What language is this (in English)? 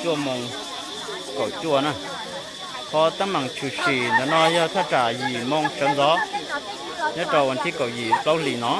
Hmong